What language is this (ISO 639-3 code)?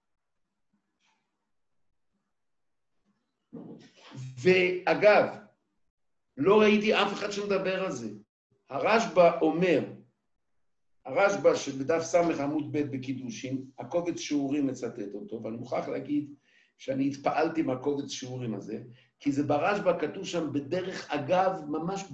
heb